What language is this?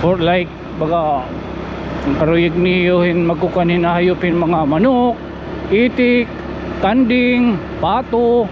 Waray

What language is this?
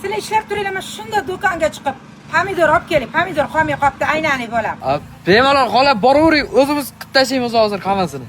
Uzbek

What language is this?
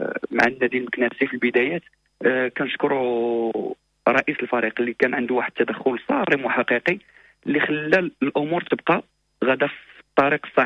Moroccan Arabic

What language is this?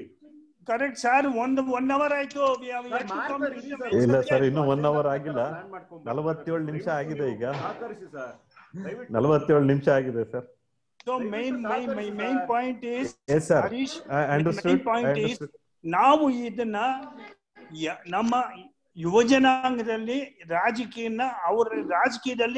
Kannada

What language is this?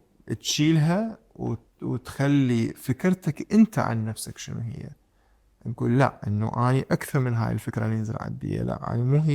Mesopotamian Arabic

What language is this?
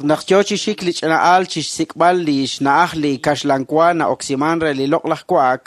Kekchí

